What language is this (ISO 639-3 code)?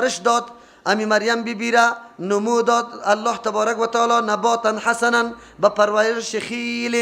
fas